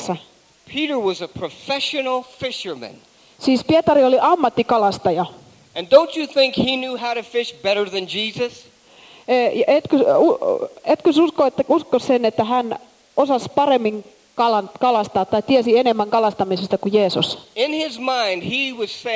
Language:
Finnish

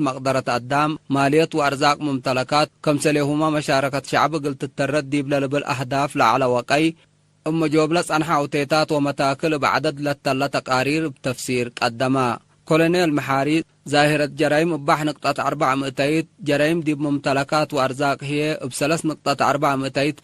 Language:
Tigre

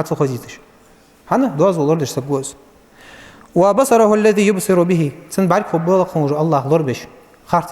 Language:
Ingush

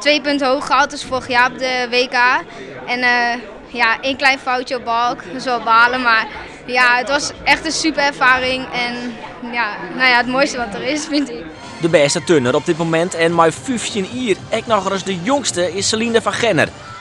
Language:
Western Frisian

